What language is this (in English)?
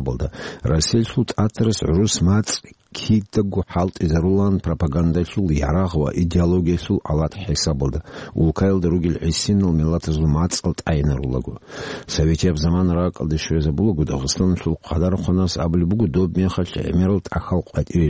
Avaric